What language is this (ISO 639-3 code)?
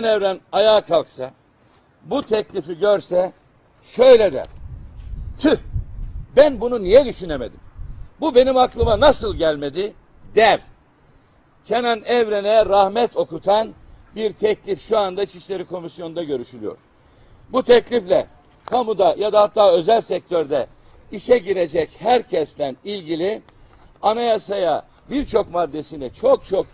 tur